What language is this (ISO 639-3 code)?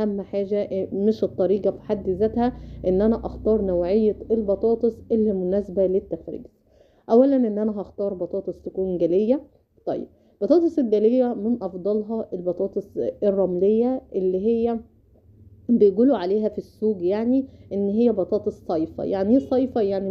arz